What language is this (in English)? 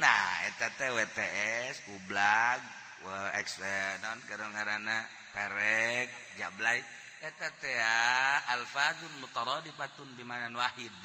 Sundanese